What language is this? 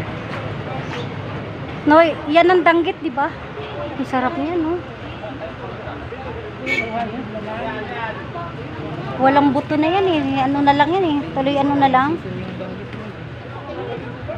Filipino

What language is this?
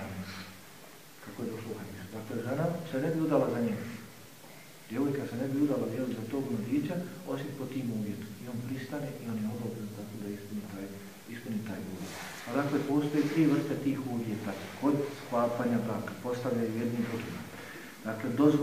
Bosnian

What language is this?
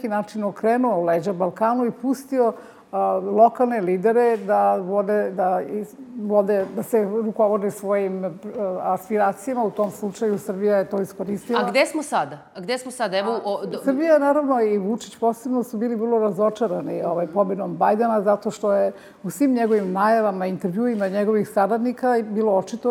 Serbian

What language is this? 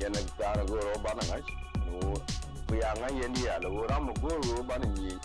Nuer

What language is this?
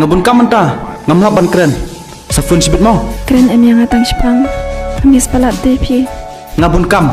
Khasi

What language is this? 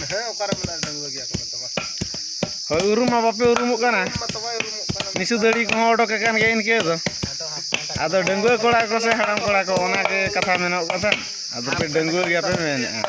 Santali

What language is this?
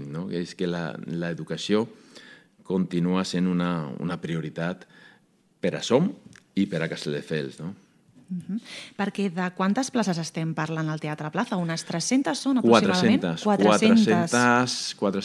Catalan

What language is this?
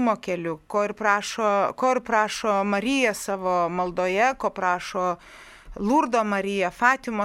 Lithuanian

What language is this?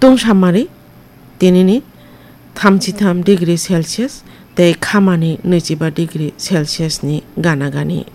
Kok Borok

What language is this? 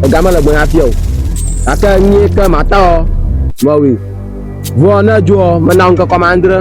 Ewe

